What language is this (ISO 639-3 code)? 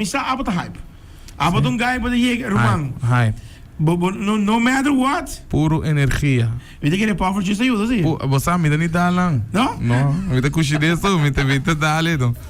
pap